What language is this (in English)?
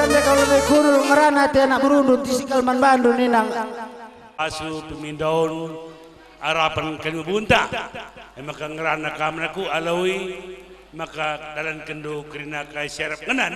Batak Karo